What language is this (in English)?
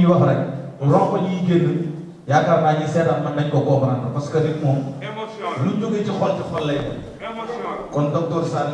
Wolof